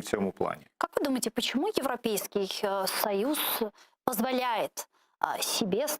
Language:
Crimean Tatar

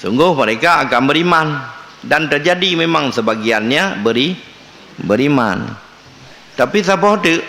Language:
Achinese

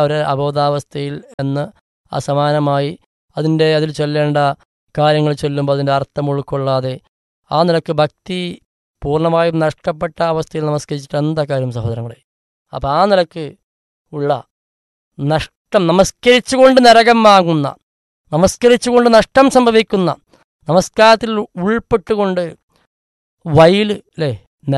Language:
Malayalam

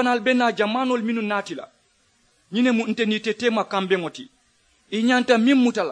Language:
Mandingo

